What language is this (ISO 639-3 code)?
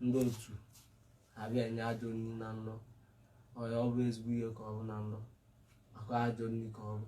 ibo